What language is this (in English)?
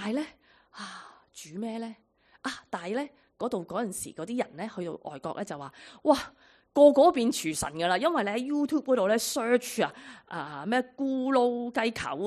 Cantonese